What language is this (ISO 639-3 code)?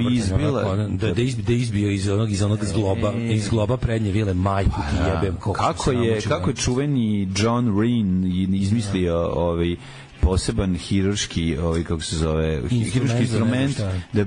srp